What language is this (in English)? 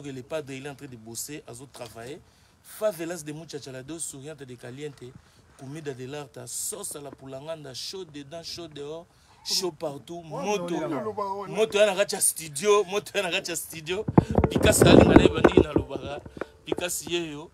Lingala